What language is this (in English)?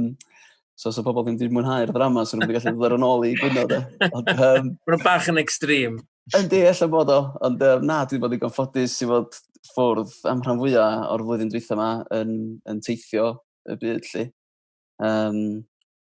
Welsh